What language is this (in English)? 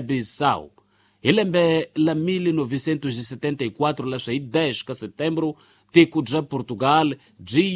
Tsonga